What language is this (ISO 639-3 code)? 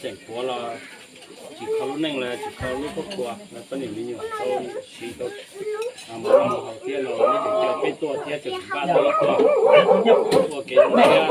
hmn